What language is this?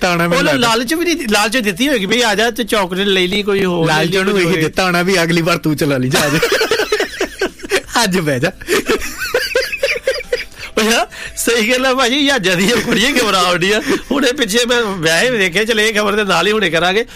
Punjabi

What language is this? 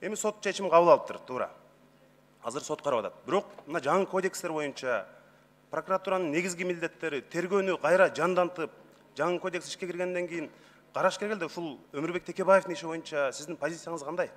Kyrgyz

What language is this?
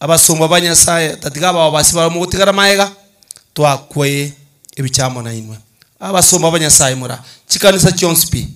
Gusii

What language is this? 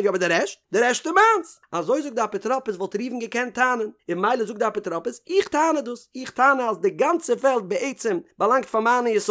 Yiddish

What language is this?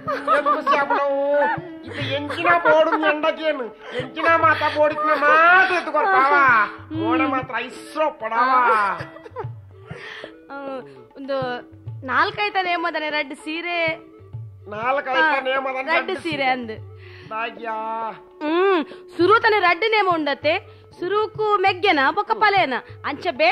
Tulu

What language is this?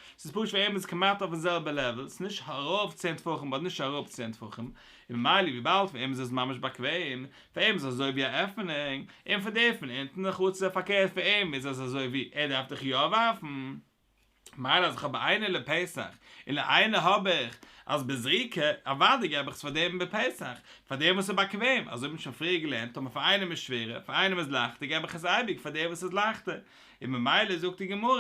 Yiddish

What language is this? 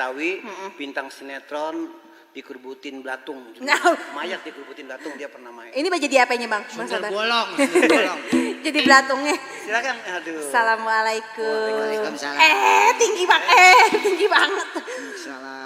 Betawi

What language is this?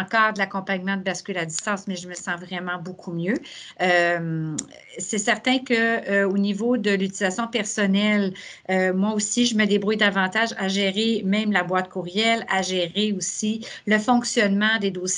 French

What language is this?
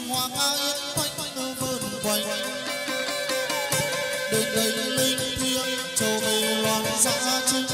Vietnamese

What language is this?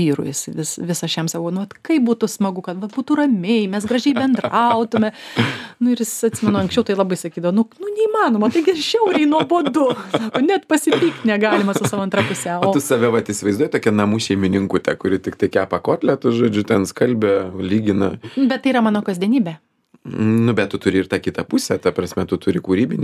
Lithuanian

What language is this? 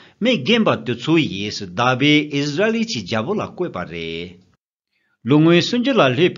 Tibetan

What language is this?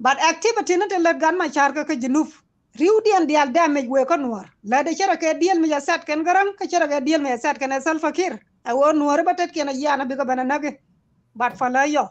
Nuer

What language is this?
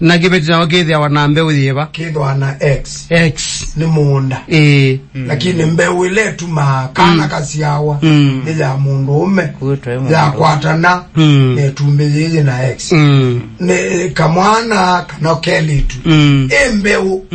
Kamba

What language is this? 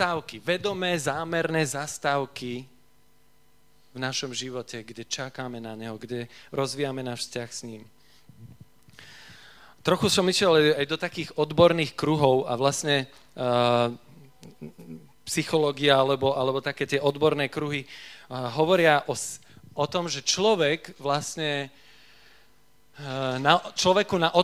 Slovak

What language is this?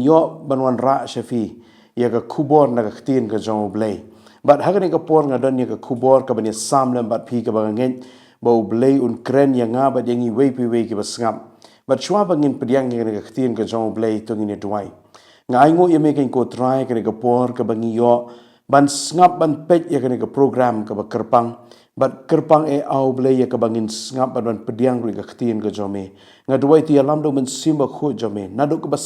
Khasi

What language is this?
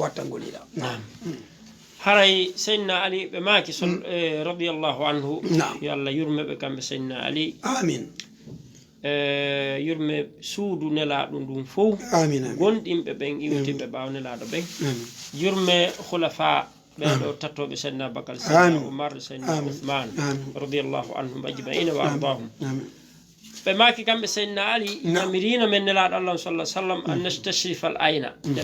Fula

